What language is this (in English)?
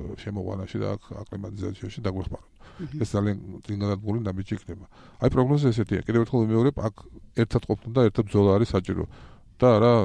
Georgian